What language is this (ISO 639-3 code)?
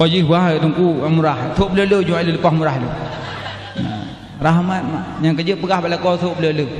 ace